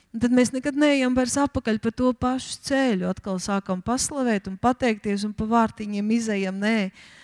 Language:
Latvian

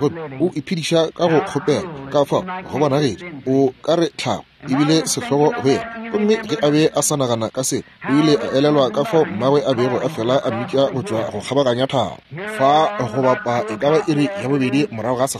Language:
Northern Sotho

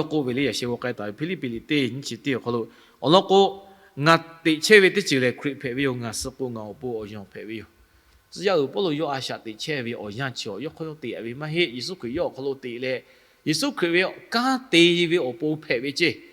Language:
Lahu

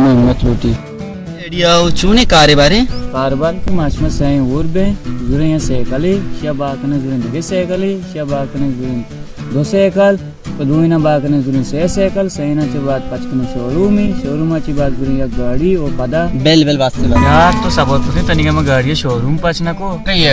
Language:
Baluchi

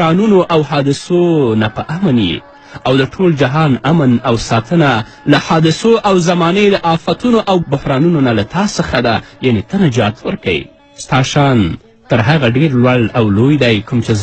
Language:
Pashto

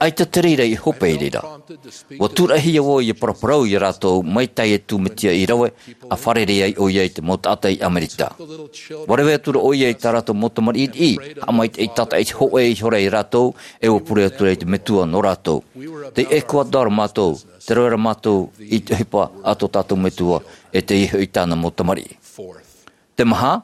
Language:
Tahitian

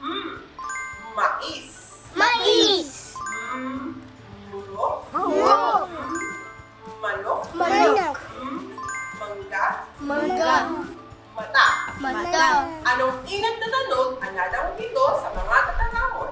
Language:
Bikol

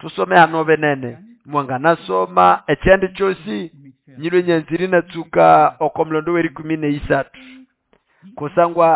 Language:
Nande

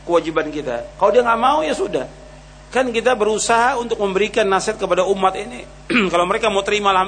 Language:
Indonesian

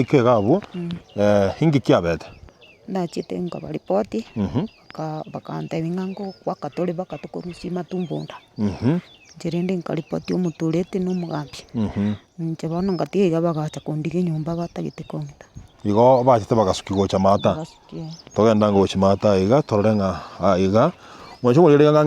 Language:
Gusii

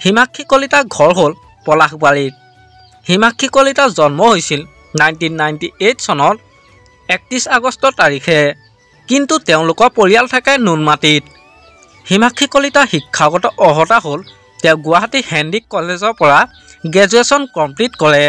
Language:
Assamese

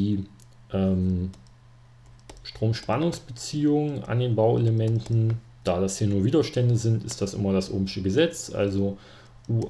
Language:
German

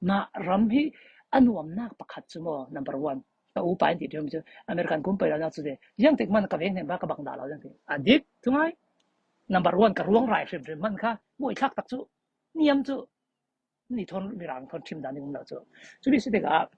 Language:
Falam Chin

